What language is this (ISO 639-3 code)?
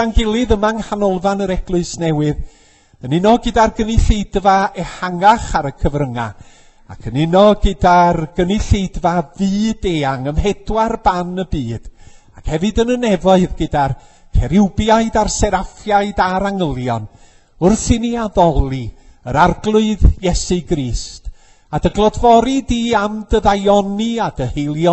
cym